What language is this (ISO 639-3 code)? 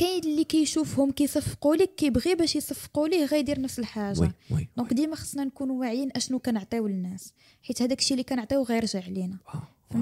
ary